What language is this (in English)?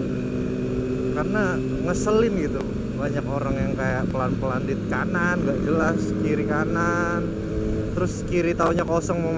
Indonesian